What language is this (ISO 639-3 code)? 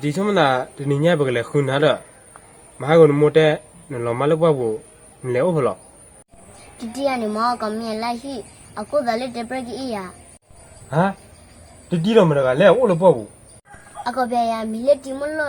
ksw